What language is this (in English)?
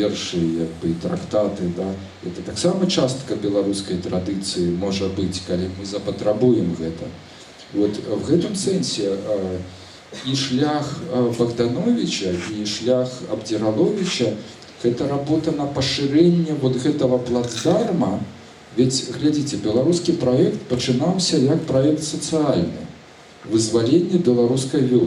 Belarusian